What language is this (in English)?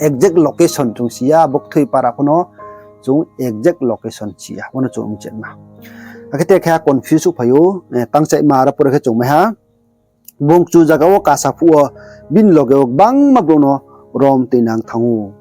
Riang (India)